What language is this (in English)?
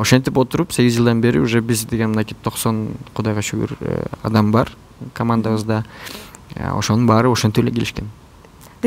Kyrgyz